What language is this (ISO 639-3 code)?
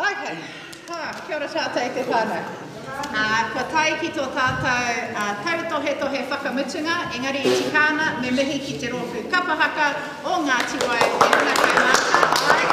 mri